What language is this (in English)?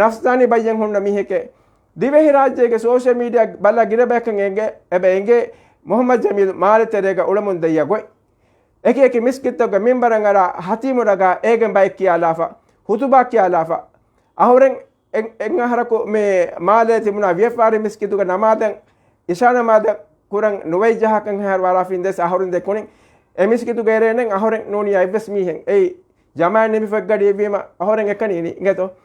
Divehi